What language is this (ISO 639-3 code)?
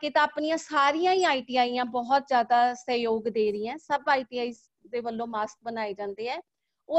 pan